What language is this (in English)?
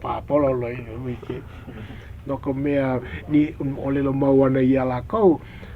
Hawaiian